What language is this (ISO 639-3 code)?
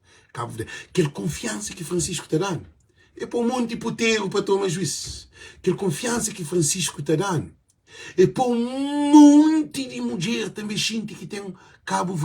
kea